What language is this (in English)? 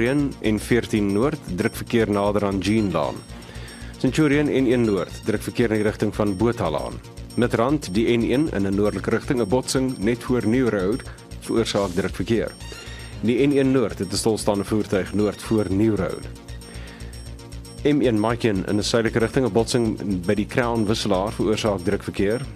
Afrikaans